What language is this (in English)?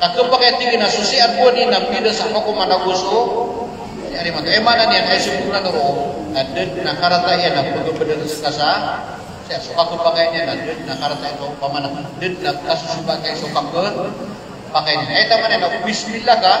Maranao